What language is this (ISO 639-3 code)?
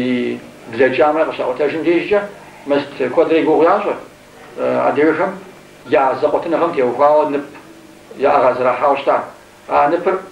kbd